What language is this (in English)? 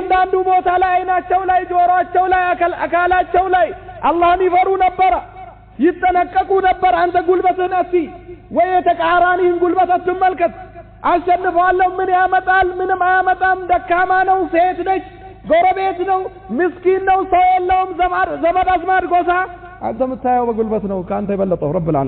Amharic